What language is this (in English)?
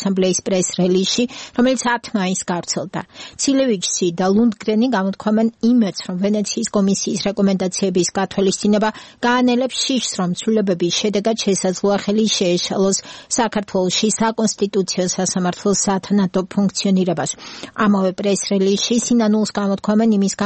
Georgian